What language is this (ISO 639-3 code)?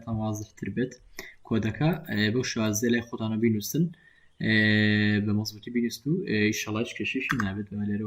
ckb